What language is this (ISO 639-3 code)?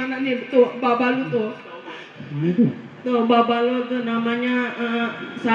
bew